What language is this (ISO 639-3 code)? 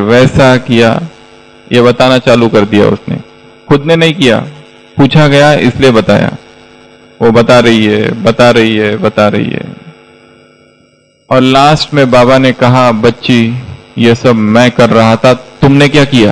hin